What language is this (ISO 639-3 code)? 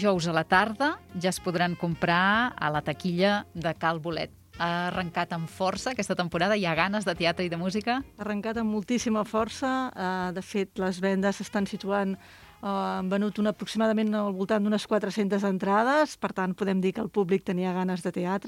cat